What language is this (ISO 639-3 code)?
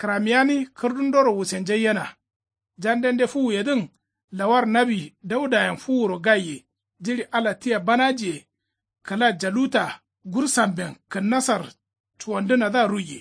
kau